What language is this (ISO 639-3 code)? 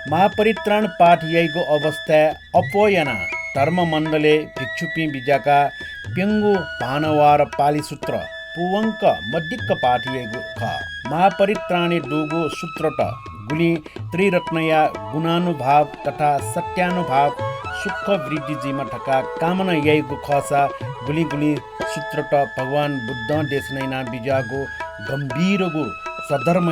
new